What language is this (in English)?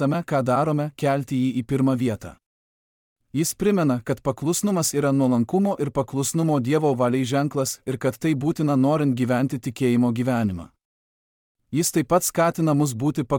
Lithuanian